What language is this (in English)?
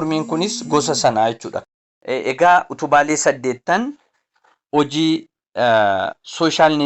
Oromo